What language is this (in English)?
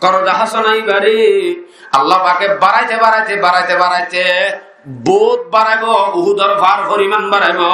Rohingya